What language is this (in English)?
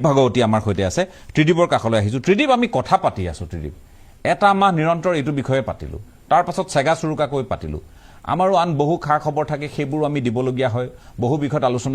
Assamese